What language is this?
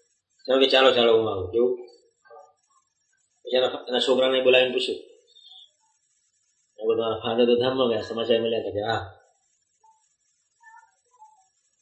Gujarati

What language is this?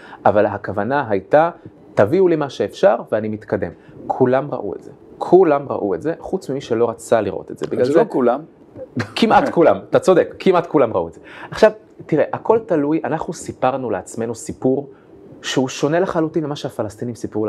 Hebrew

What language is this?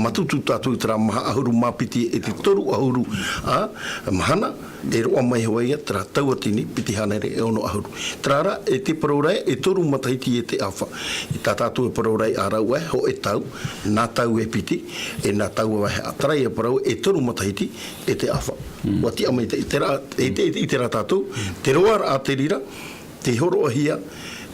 Tahitian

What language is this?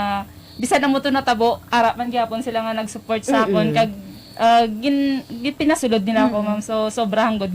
Hiligaynon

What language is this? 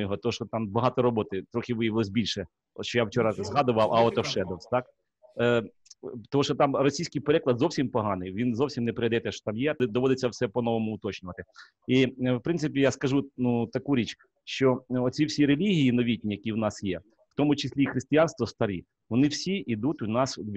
Ukrainian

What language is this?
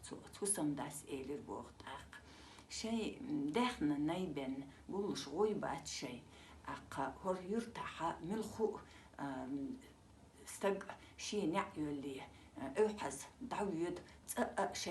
Chechen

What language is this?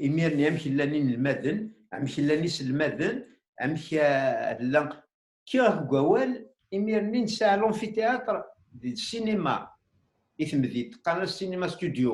Kabyle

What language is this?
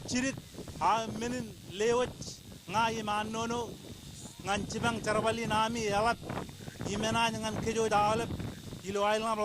Marshallese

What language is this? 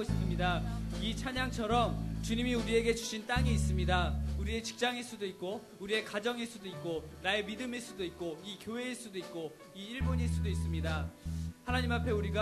Korean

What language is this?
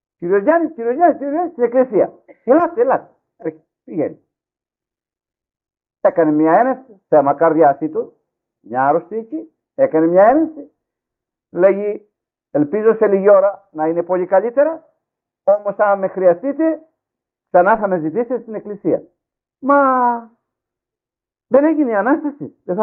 Greek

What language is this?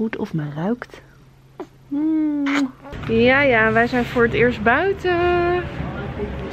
Dutch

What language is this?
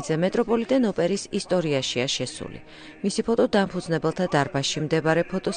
Georgian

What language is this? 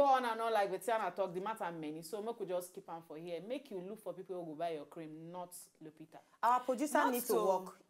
Nigerian Pidgin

